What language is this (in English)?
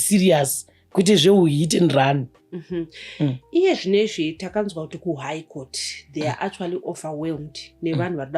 Shona